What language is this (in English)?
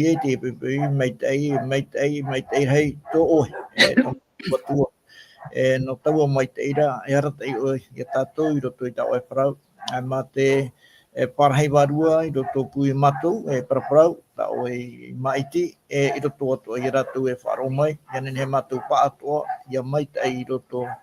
Tahitian